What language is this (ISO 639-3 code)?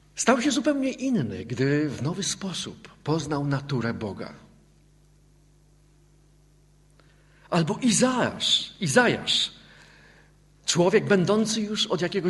pol